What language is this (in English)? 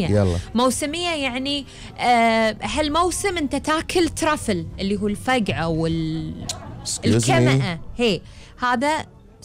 Gulf Arabic